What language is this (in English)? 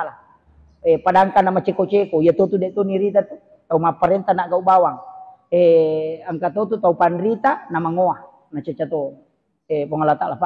Buginese